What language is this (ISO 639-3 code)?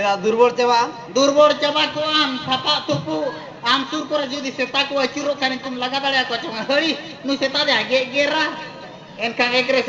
sat